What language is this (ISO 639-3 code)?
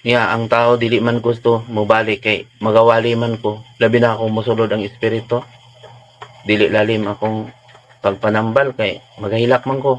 ceb